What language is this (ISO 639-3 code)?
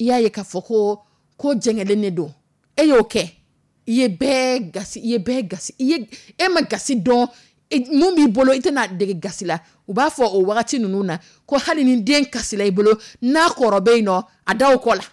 dyu